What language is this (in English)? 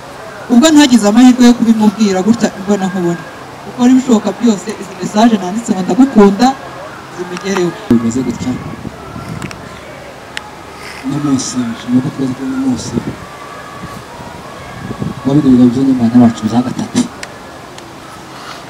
Kinyarwanda